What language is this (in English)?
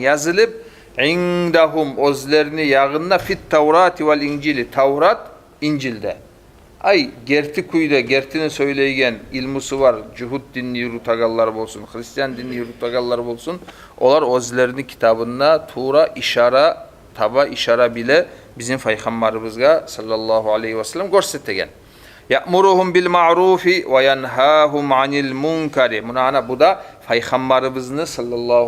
Kumyk